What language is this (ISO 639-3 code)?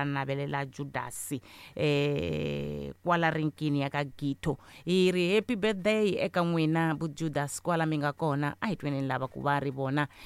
tso